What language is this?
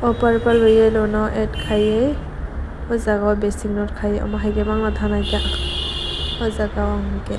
Kok Borok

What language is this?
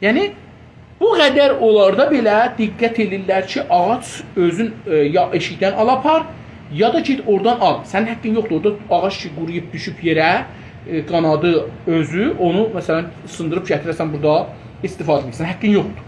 South Azerbaijani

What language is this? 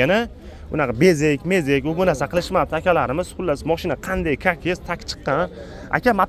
Uzbek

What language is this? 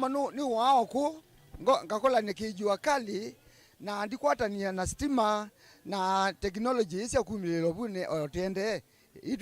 Kamba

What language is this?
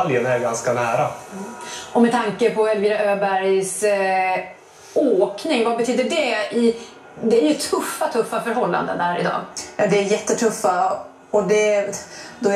Swedish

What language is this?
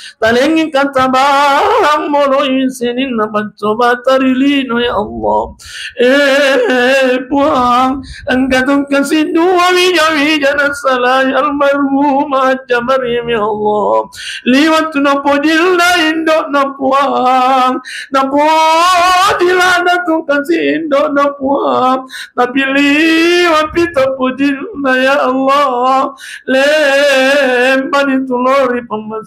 Buginese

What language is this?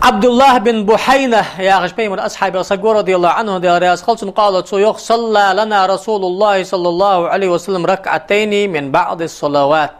Ingush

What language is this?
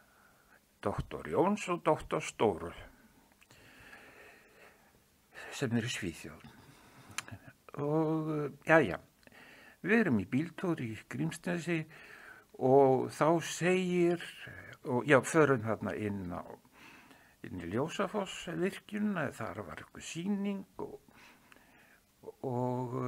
Icelandic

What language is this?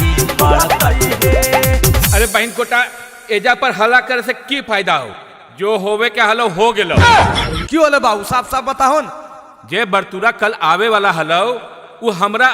Magahi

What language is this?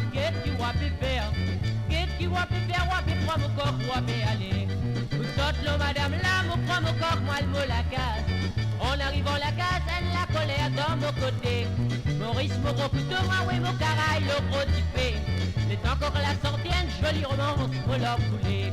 Morisyen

